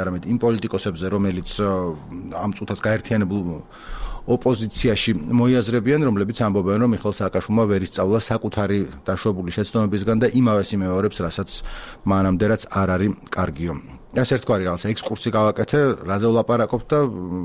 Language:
Georgian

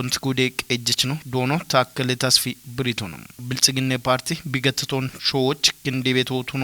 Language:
Kafa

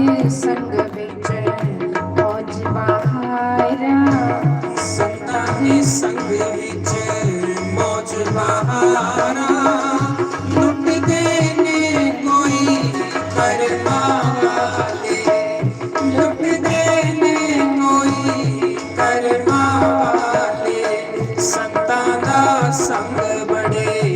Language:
Dogri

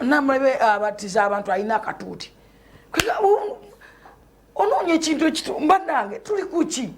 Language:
Ganda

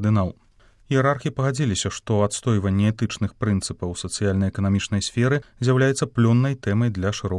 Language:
Belarusian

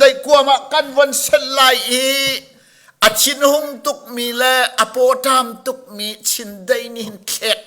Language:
Hakha Chin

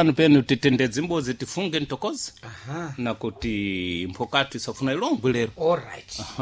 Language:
Sena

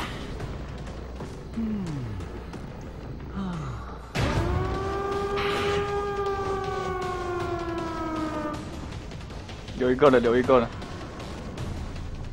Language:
Chinese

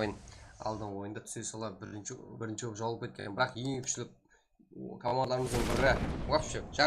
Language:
Kara-Kalpak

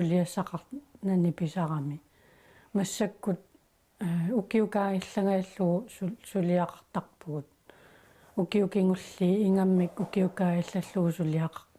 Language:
Kalaallisut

